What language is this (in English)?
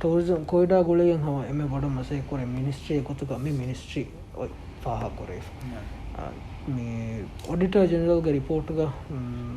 Divehi